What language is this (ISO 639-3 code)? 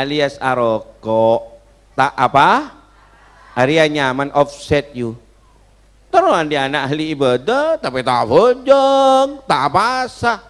mad